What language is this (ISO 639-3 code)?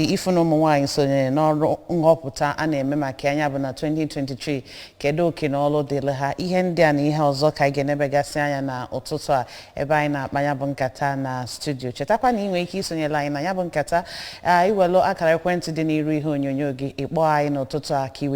ibo